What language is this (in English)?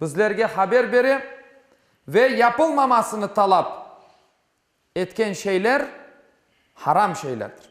Crimean Tatar